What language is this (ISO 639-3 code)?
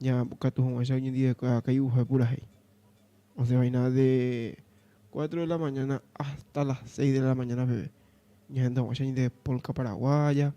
grn